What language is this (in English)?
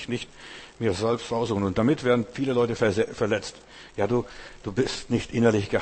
German